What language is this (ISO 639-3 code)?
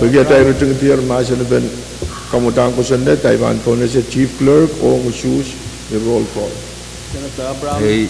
pon